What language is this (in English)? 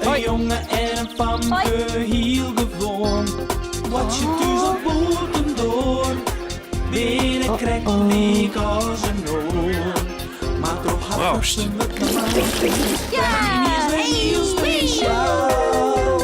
Western Frisian